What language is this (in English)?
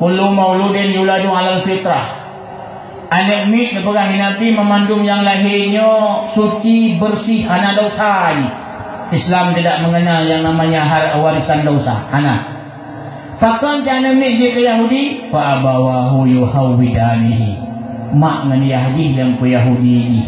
Achinese